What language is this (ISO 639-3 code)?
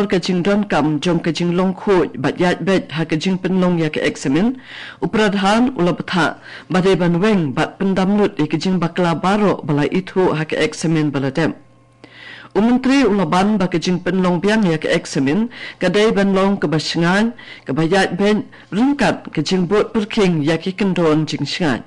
kha